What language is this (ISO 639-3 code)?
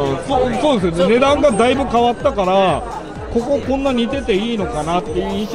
jpn